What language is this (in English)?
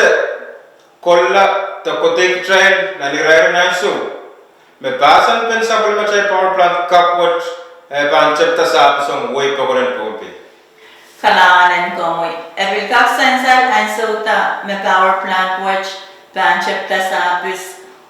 Pohnpeian